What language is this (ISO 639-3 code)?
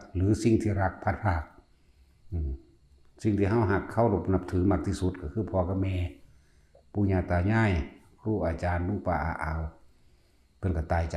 tts